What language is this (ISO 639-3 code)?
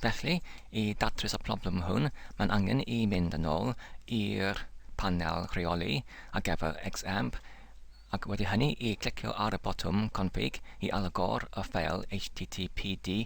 cym